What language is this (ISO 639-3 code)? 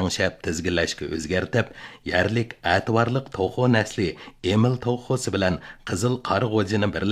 uig